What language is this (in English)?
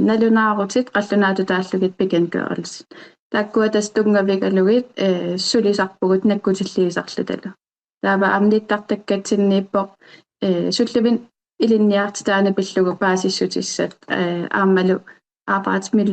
Kalaallisut